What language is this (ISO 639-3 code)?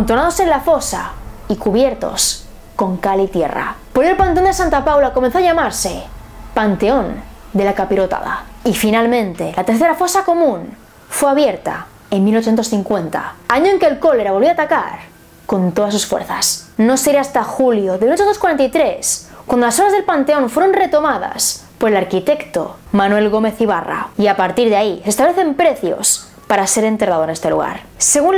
spa